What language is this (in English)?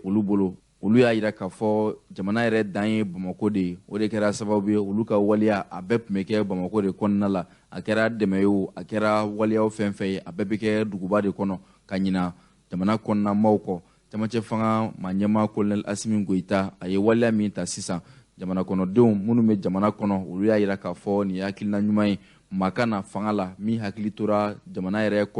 Bambara